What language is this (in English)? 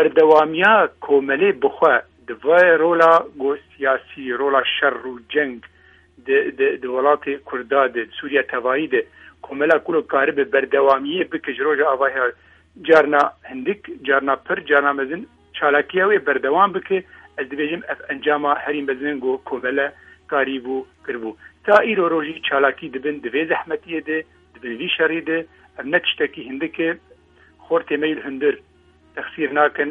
Kurdish